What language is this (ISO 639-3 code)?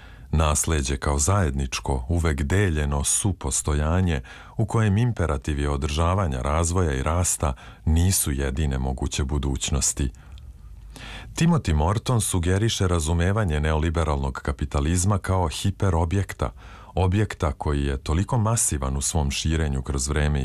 srp